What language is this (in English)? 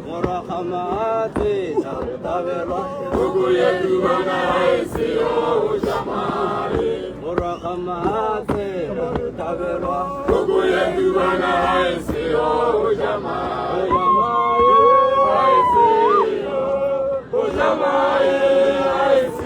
Tswana